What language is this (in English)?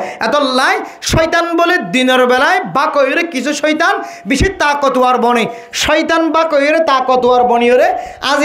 Rohingya